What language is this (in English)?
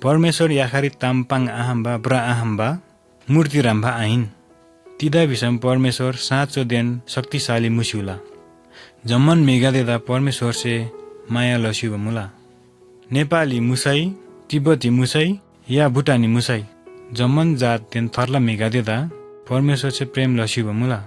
Eastern Tamang